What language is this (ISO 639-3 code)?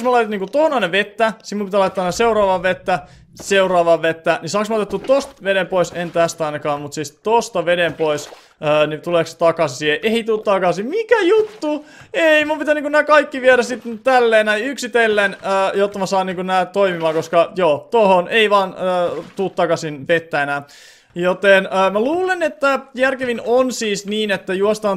fin